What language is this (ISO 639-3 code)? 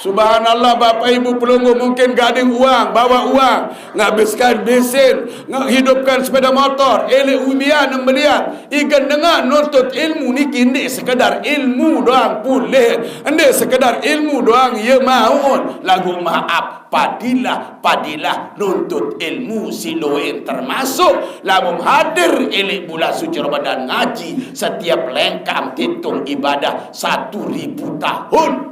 sas